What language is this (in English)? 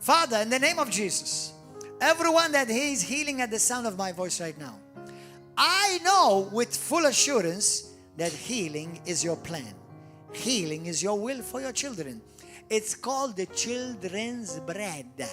English